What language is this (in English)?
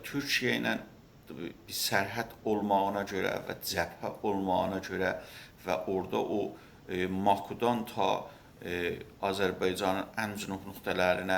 South Azerbaijani